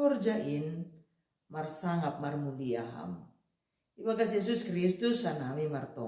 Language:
Batak Simalungun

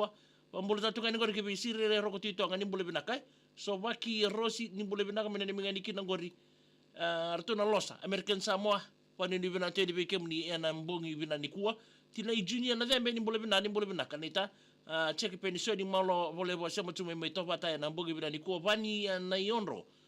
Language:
Fijian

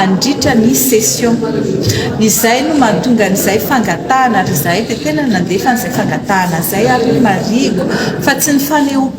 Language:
Malagasy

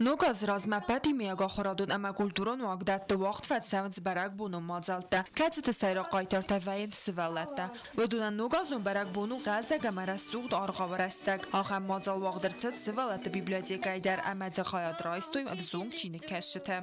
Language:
Ossetic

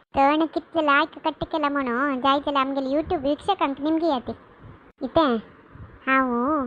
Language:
Konkani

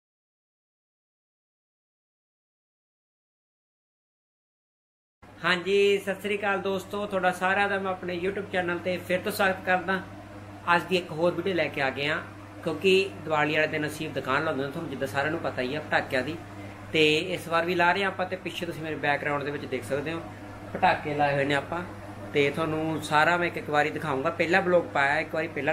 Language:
Punjabi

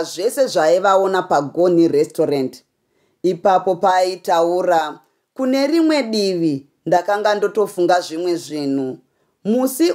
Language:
Shona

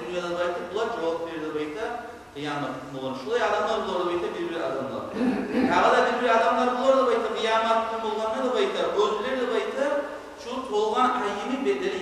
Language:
Kumyk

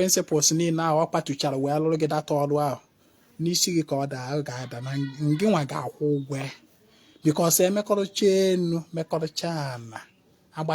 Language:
Igbo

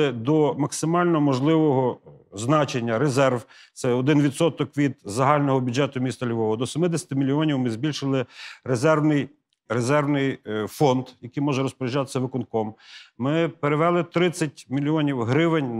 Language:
Ukrainian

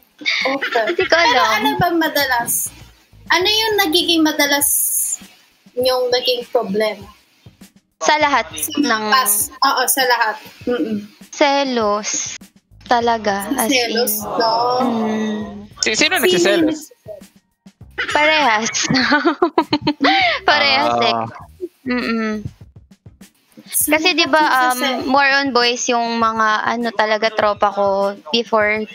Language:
Filipino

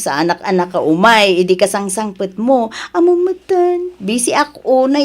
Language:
Iloko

